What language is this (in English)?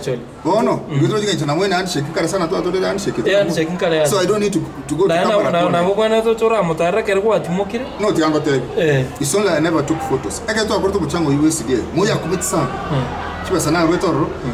Gusii